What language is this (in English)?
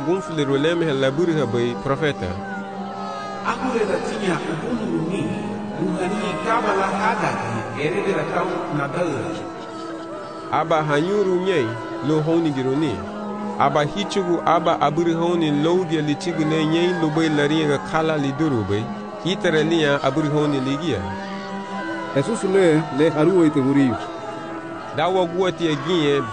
Garifuna